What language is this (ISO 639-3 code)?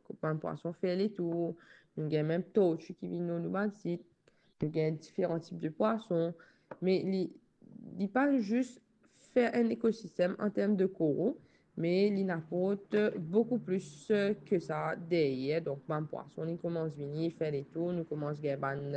mfe